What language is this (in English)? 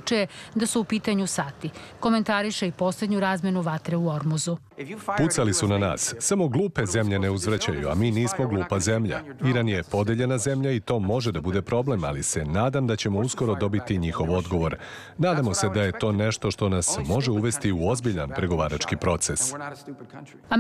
Serbian